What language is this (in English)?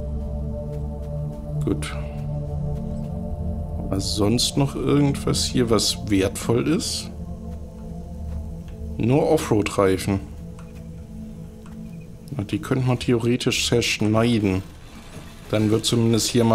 German